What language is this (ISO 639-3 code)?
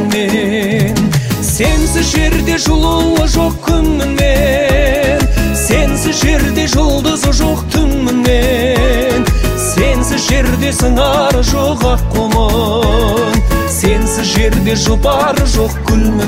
kaz